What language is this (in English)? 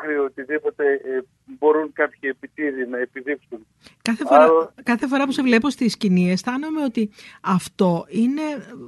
Greek